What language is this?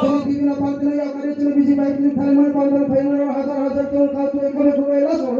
Riang (India)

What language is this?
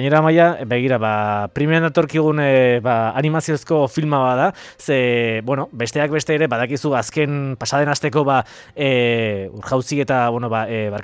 Basque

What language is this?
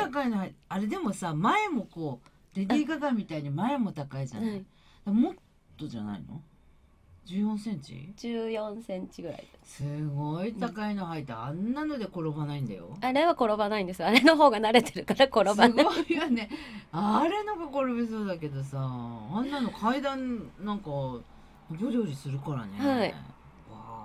Japanese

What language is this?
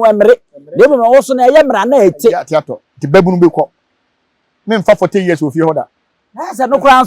Akan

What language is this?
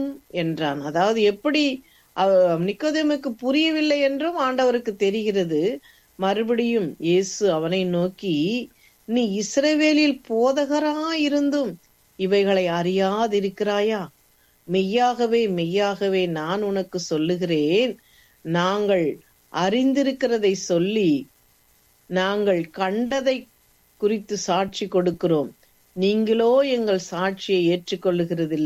Tamil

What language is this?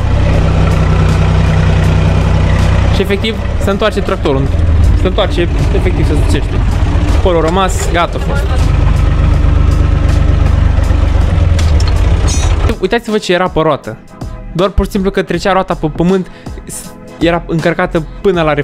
Romanian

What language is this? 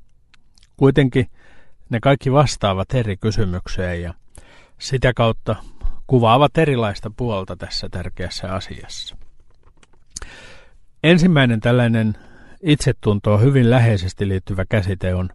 Finnish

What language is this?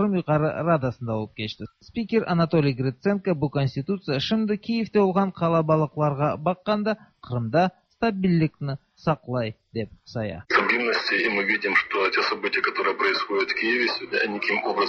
Tatar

